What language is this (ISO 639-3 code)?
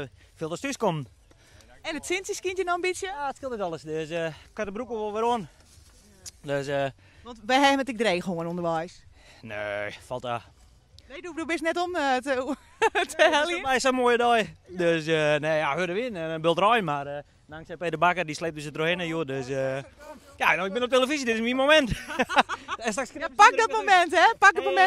fry